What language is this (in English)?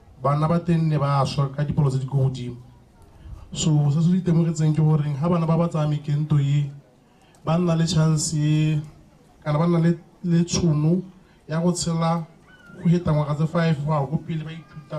Tswana